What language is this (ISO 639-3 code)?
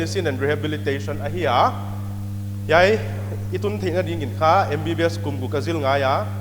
pck